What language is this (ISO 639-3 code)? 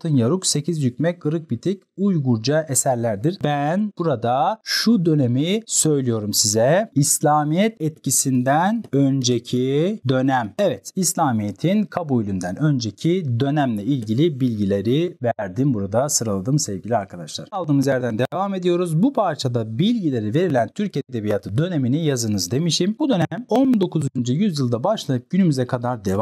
tur